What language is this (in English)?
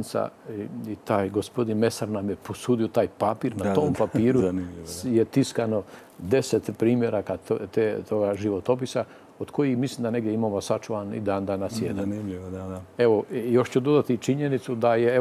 Croatian